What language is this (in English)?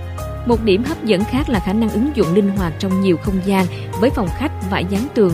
Vietnamese